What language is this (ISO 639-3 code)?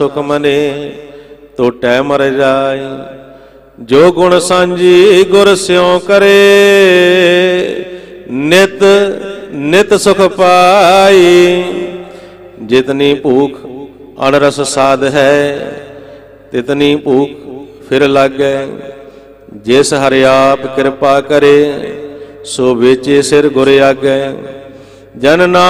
pan